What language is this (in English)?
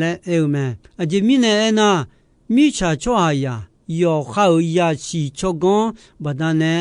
Akha